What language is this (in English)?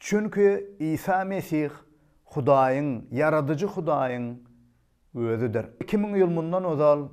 Turkmen